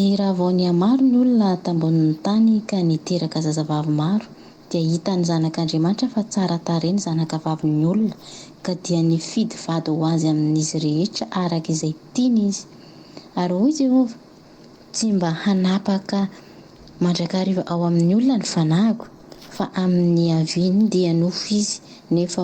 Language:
Malagasy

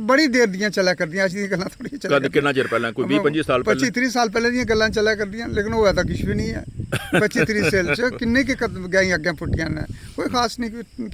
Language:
Dogri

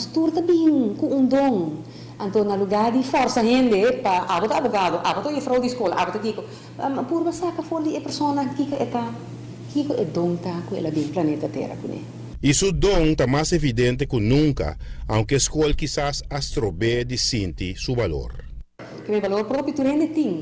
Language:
Papiamento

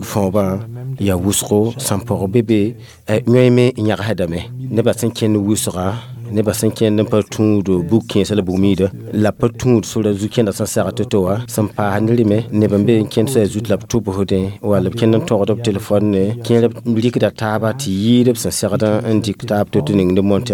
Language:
Mossi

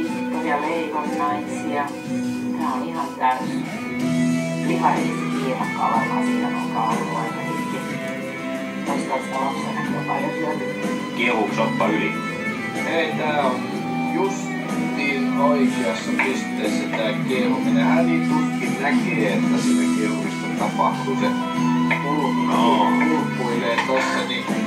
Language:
Finnish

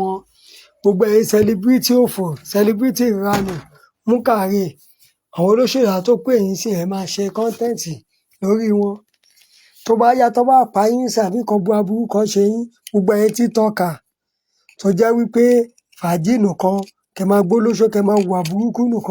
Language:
Yoruba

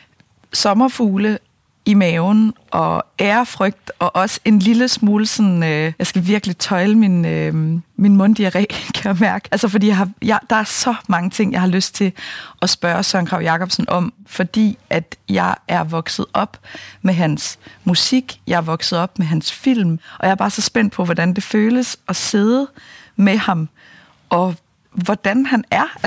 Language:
Danish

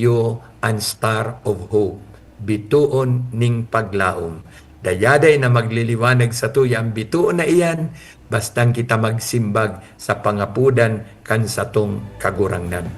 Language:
Bikol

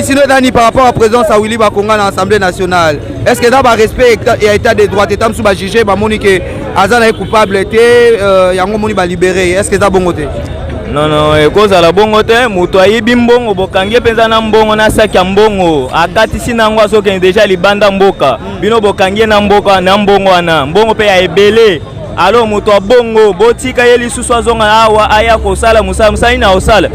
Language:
Lingala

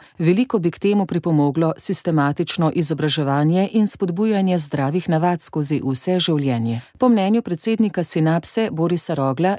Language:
Slovenian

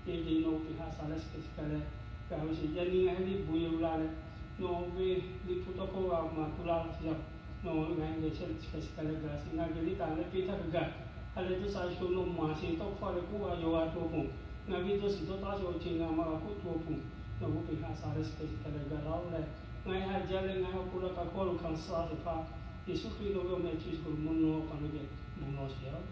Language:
Lahu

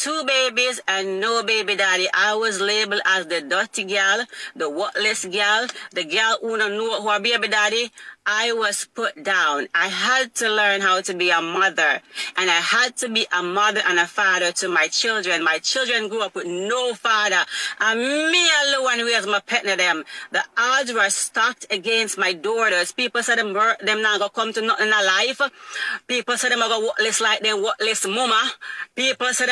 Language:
Jamaican Creole English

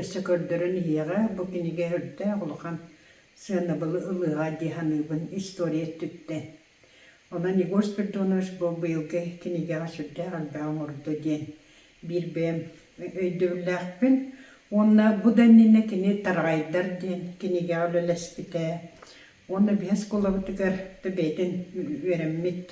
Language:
Yakut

